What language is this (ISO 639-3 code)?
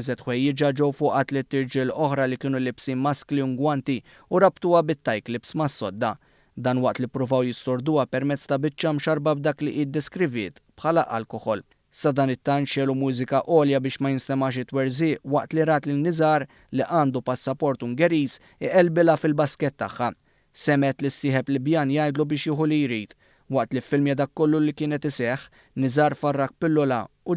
mlt